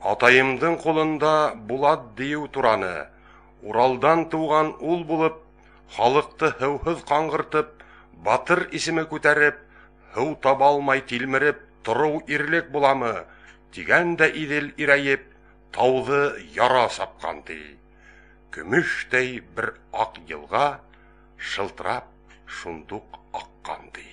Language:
Bashkir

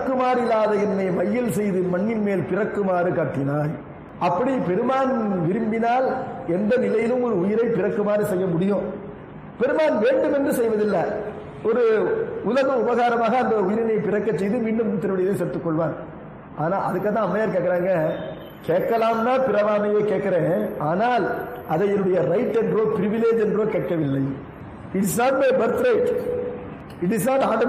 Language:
Tamil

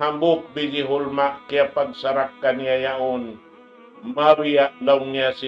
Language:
Tausug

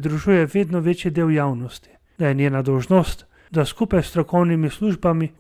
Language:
Slovenian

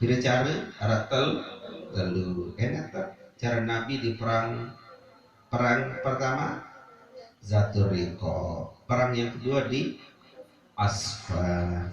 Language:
Sasak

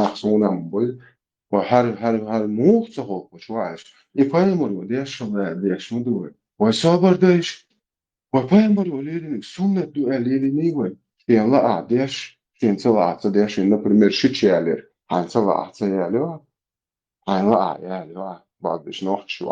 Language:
Chechen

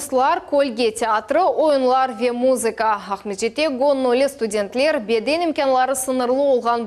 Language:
Crimean Tatar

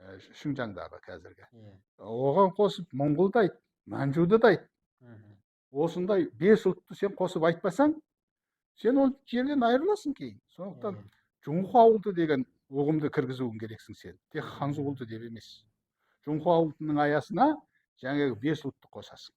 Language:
Kazakh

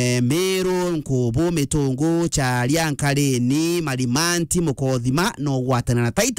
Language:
Meru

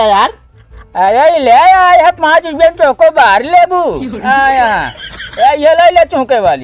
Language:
Awadhi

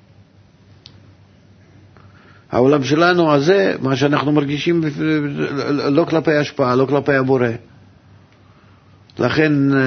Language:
Hebrew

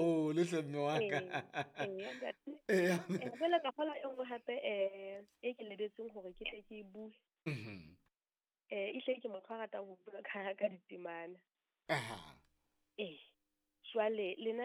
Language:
Southern Sotho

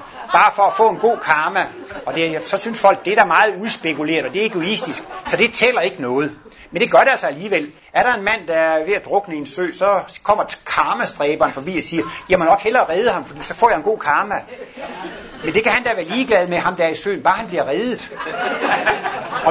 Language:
Danish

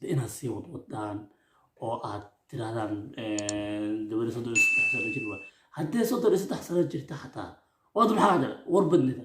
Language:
Somali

